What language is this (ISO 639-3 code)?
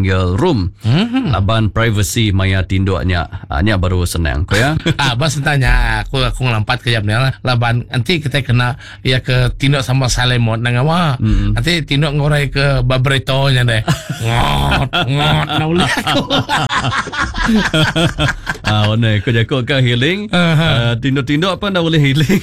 iba